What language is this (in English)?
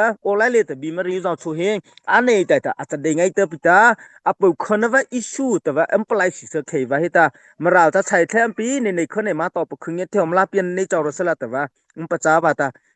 Mara Chin